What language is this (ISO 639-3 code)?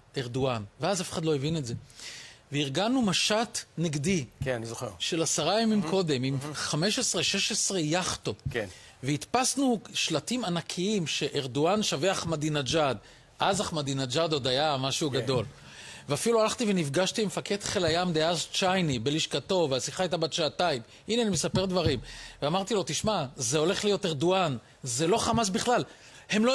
heb